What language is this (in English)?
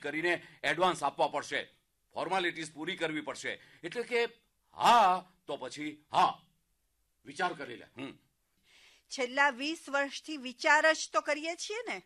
Gujarati